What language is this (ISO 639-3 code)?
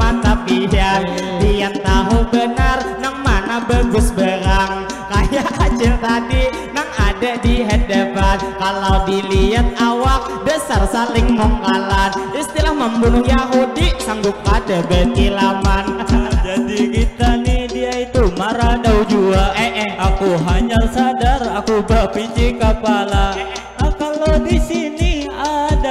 bjn